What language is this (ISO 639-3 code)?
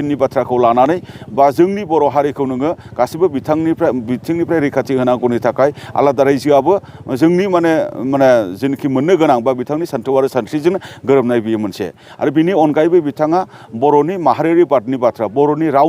brx